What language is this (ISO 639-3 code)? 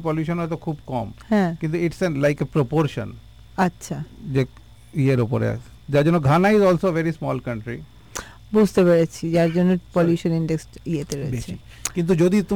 ben